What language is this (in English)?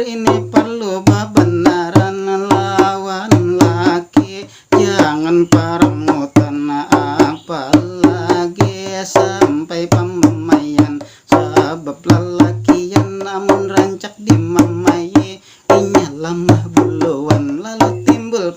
Banjar